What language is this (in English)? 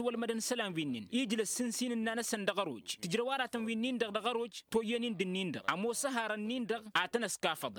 Tamasheq